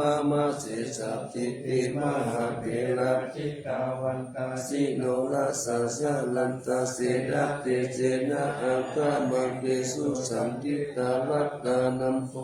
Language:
Pali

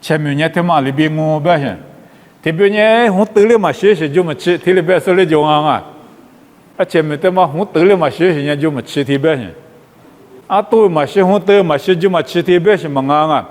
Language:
Lisu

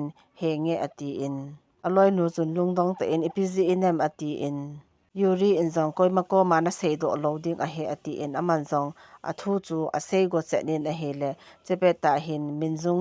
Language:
Thado Chin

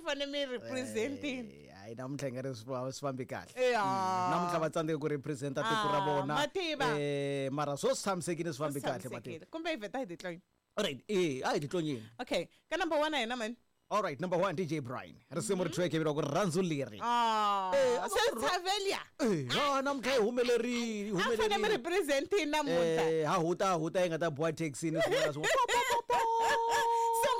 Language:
Tsonga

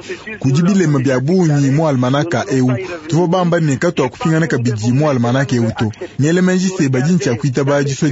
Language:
Luba-Lulua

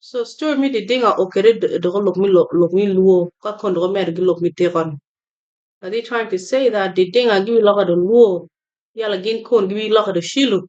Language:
Acoli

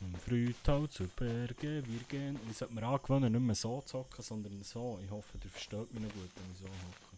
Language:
Swiss German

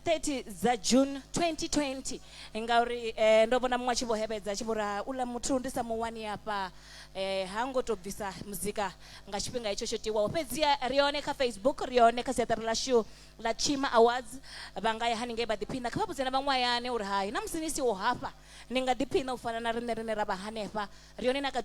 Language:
Venda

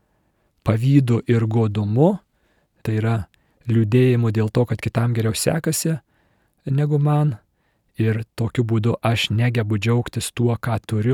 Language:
Lithuanian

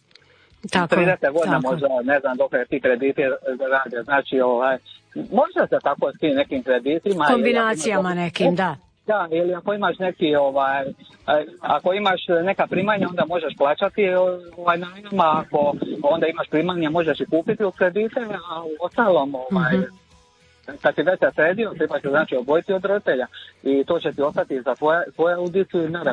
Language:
Croatian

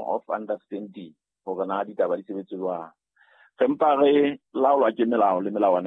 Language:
Southern Sotho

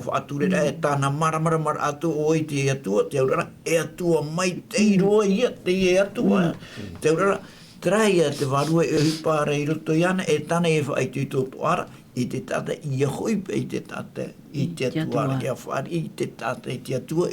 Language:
Tahitian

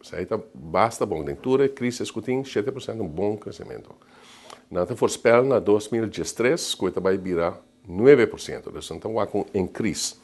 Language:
Papiamento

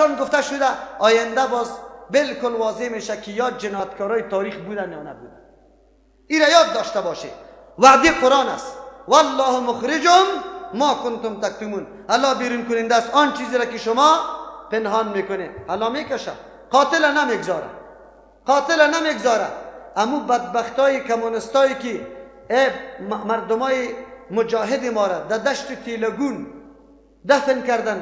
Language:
Persian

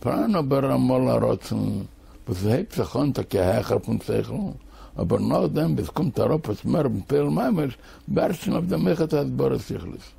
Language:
Yiddish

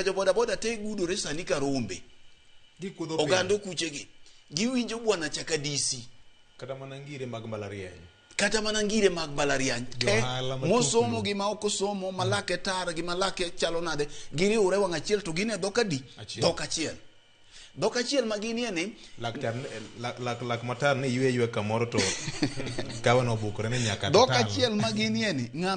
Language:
Luo (Kenya and Tanzania)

